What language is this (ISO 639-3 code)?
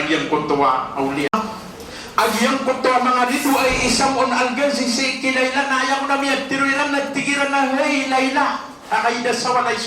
mrw